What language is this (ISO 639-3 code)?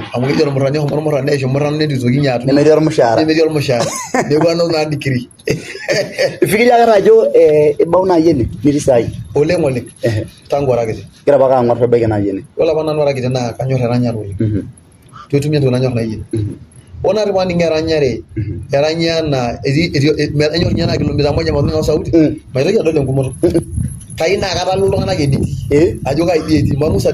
mas